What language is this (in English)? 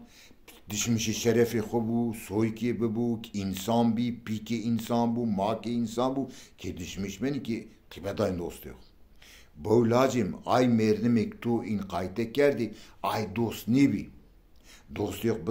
Zaza